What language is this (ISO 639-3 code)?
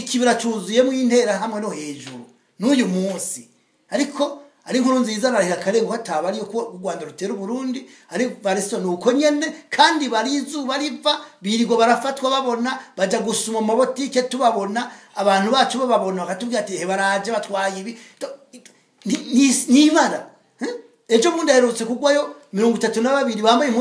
run